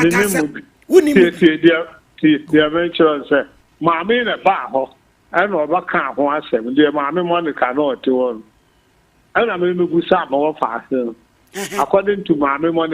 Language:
Akan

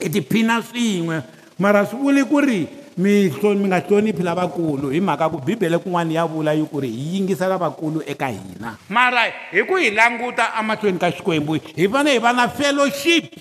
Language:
Tsonga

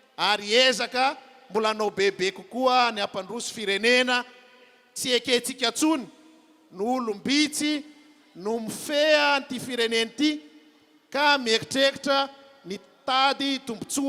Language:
Malagasy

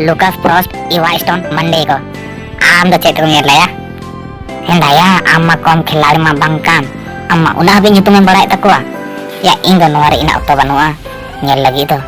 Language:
Santali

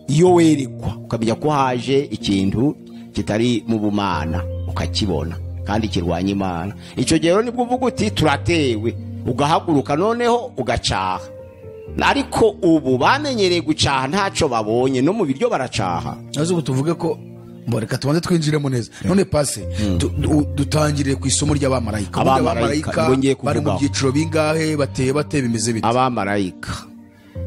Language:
Kinyarwanda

